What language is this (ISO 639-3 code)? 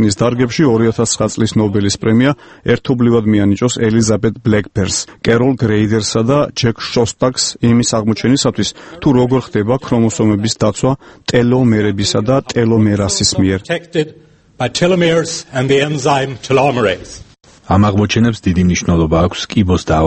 kat